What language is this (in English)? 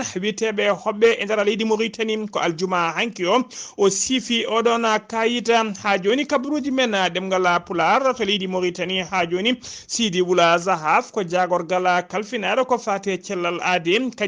Fula